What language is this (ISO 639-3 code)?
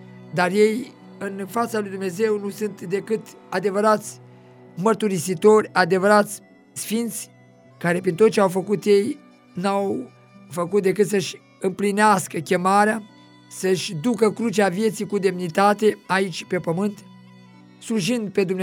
ron